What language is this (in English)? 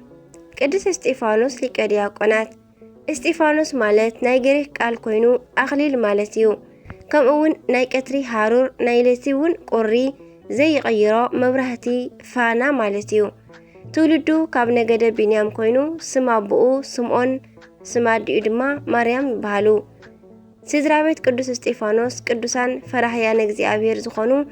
Tigrinya